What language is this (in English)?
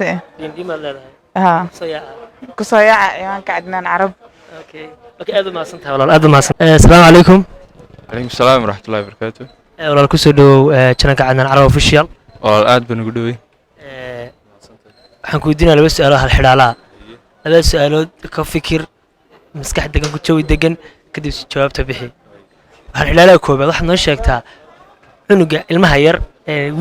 Somali